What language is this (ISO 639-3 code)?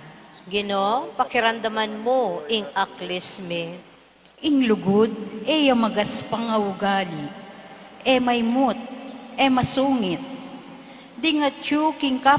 pam